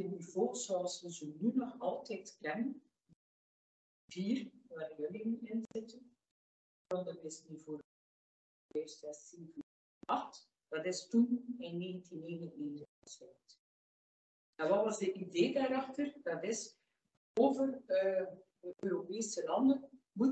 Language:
Dutch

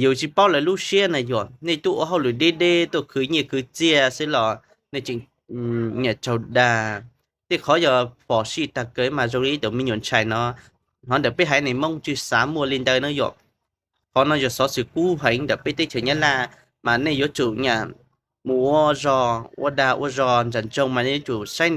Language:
Hmong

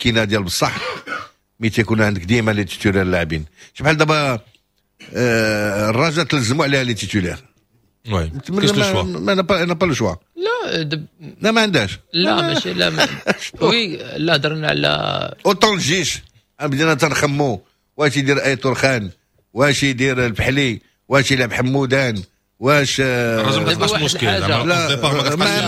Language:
Moroccan Arabic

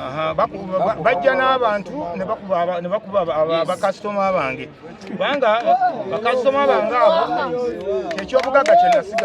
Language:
Ganda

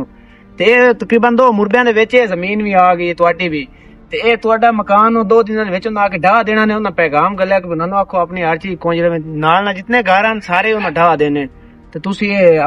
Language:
Western Panjabi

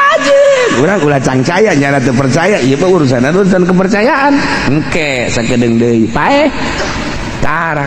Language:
Sundanese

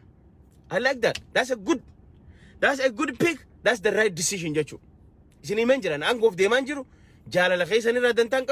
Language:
Oromo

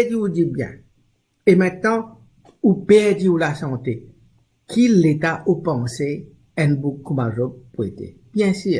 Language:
Morisyen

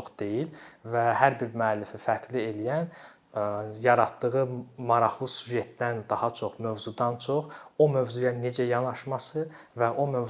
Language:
Azerbaijani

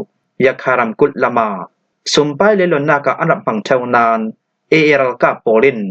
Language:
Falam Chin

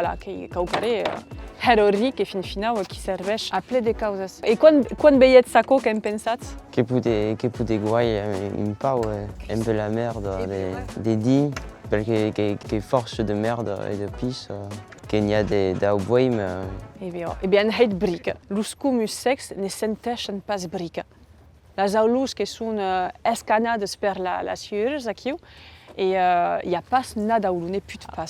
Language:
Occitan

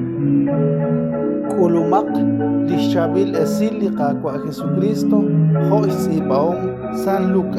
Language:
Kekchí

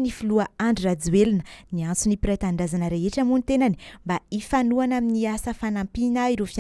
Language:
Malagasy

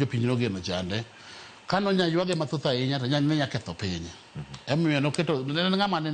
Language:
Luo (Kenya and Tanzania)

